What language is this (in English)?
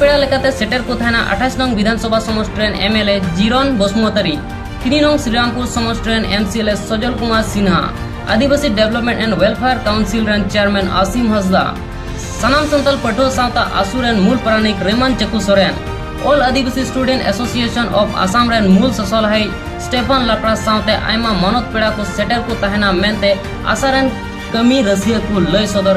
Santali